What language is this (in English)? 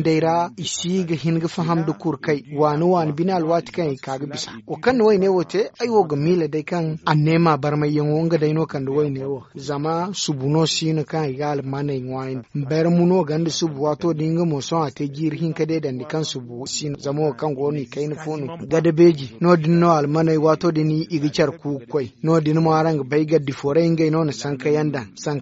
Zarma